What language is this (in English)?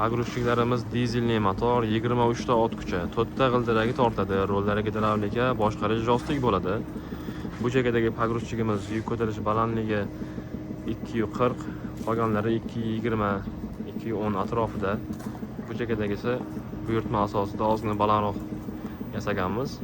Uzbek